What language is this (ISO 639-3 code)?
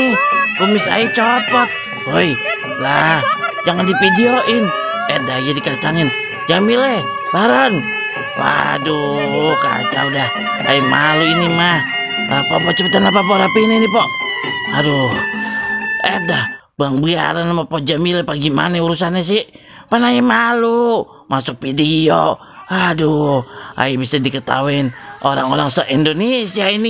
bew